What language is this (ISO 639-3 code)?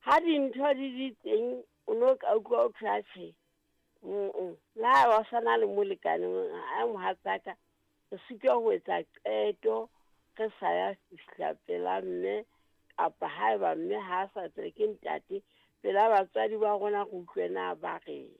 sot